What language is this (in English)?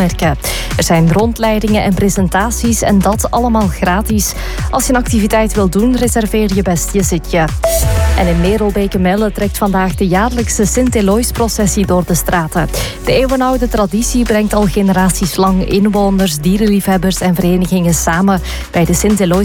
Dutch